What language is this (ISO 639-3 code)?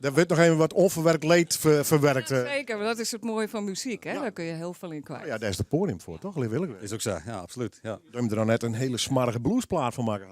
fry